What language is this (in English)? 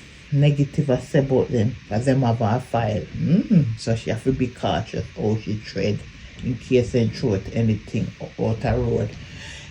Jamaican Creole English